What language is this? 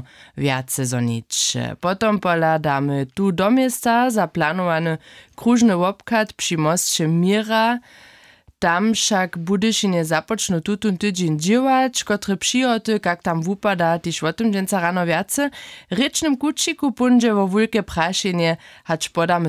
Upper Sorbian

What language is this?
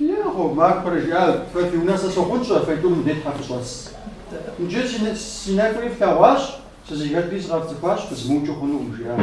Kabardian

